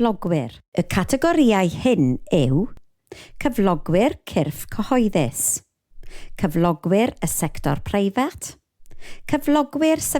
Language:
Welsh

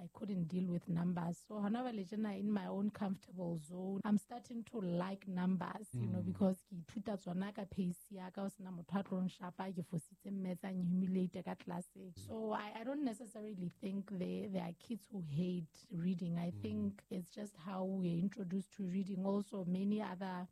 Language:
Southern Sotho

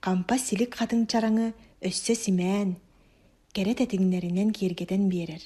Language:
Yakut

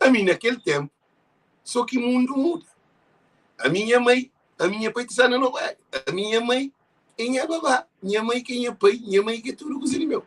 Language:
Kabuverdianu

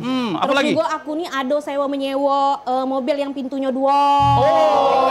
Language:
Musi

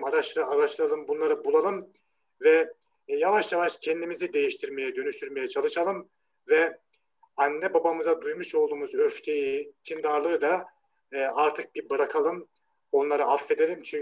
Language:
Turkish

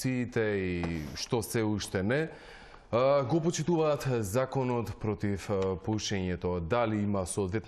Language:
Macedonian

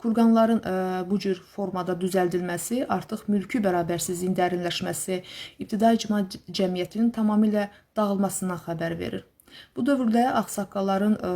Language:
Azerbaijani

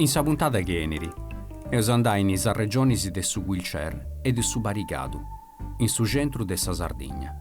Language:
Sardinian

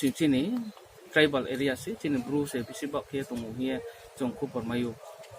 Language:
Riang (India)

